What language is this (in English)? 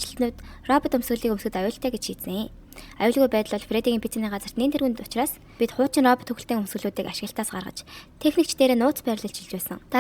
Mongolian